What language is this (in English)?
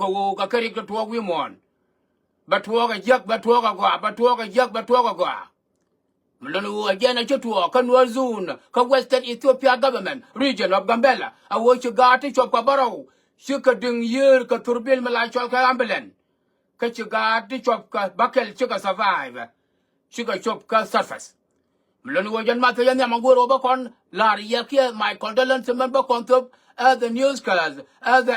Nuer